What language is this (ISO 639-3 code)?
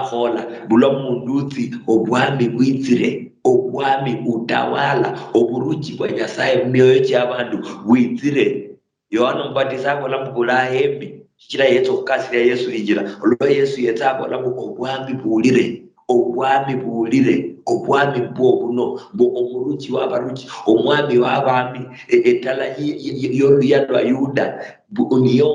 luy